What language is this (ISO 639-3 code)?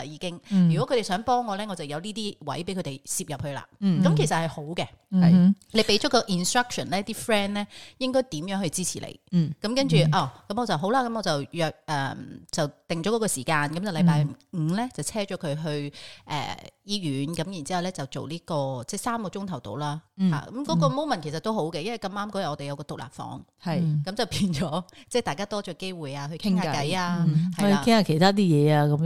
yue